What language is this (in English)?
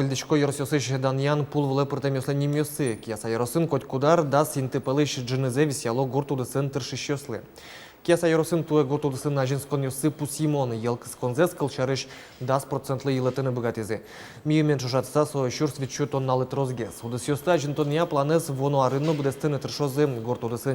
Udmurt